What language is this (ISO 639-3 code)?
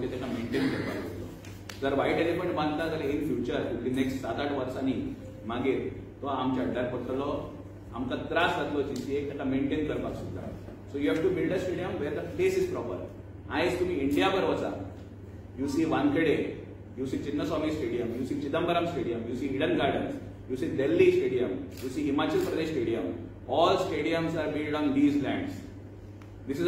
kok